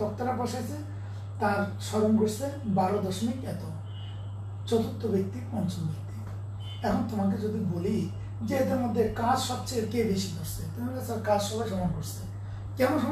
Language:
Bangla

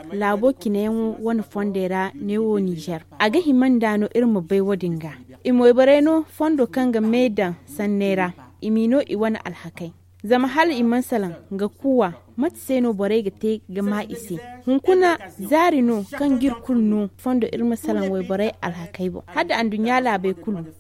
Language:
Zarma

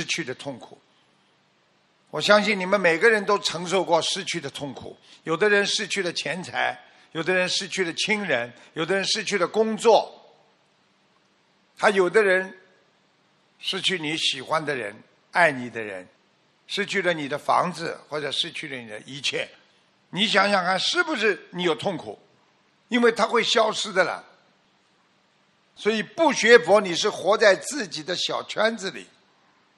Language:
Chinese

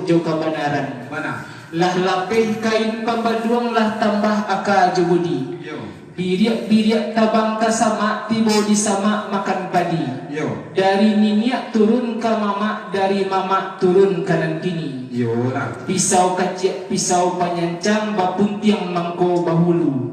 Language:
Minangkabau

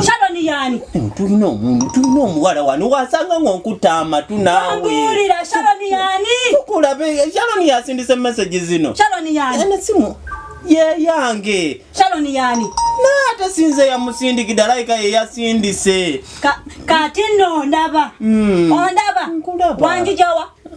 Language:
Ganda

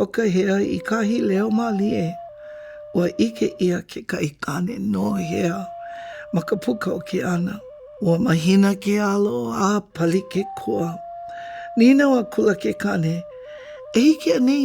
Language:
Hawaiian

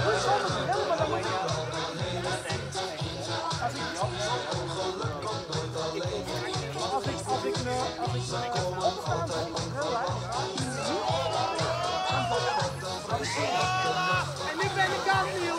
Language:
Dutch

